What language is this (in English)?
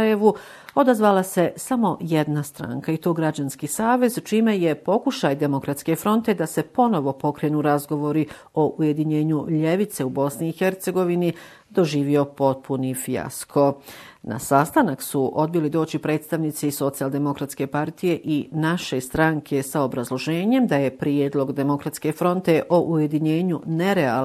Bosnian